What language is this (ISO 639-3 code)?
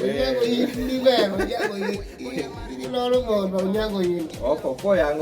kdi